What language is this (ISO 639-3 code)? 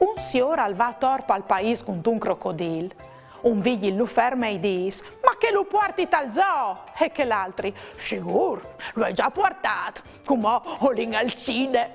fur